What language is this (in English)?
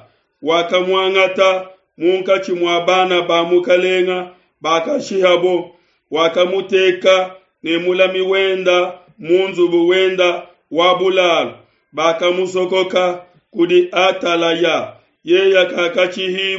Luba-Lulua